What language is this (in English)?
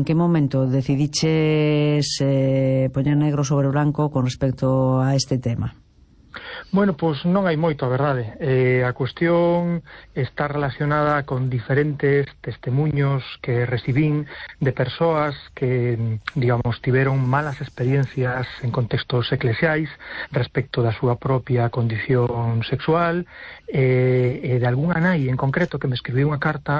Galician